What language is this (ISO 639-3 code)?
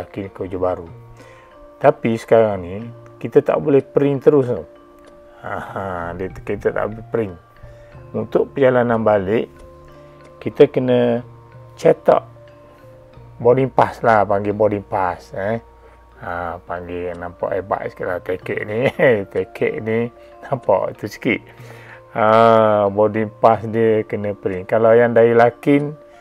msa